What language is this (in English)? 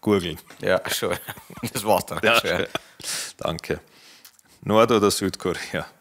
Bavarian